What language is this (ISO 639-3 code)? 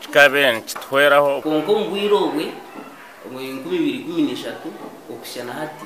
nyn